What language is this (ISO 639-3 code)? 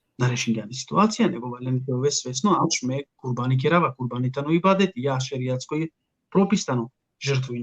rmn